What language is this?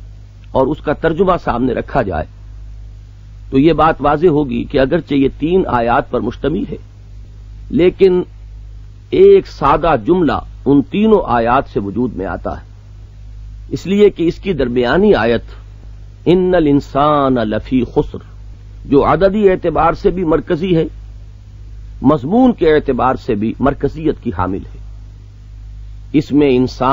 Urdu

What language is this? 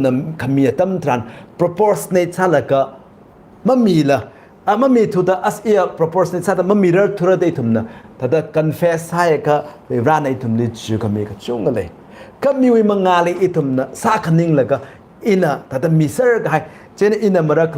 Tangkhul Naga (India)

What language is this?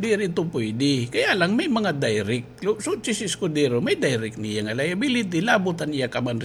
Waray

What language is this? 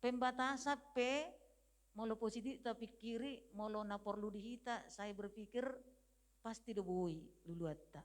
Batak Toba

